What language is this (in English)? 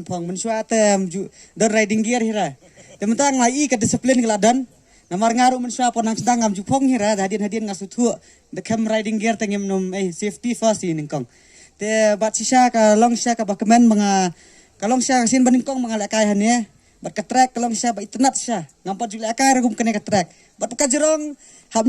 Khasi